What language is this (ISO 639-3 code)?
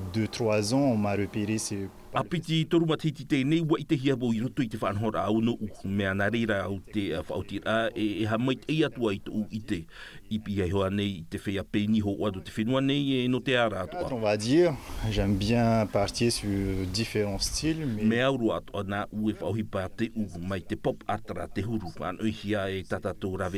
tah